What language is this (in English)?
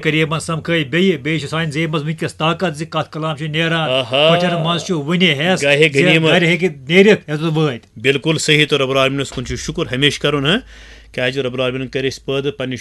Kashmiri